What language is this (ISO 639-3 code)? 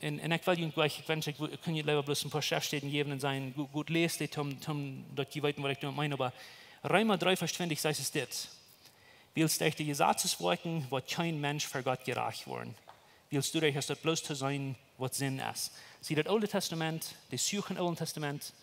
pdt